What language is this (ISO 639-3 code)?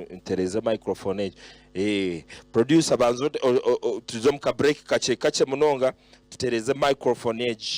nyn